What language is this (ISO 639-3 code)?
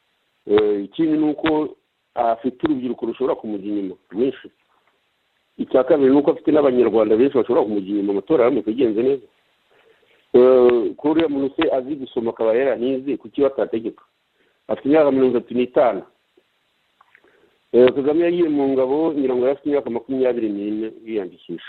kin